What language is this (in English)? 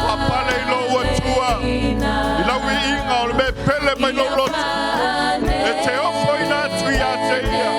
Samoan